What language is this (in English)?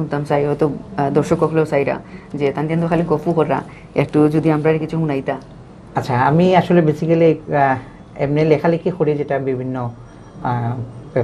Sylheti